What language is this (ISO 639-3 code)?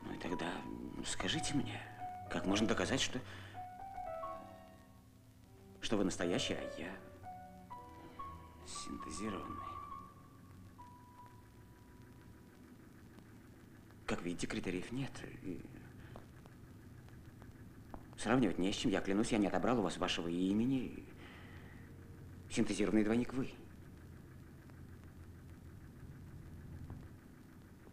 rus